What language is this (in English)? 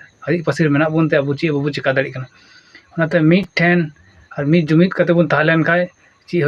Santali